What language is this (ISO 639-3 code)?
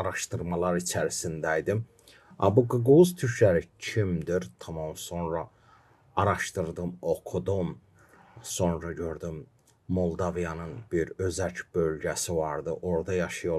gag